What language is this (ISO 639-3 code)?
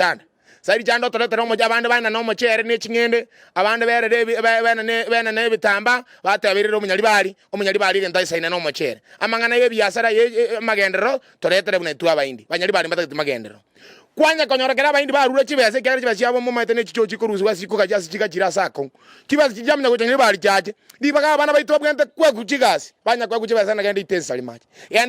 guz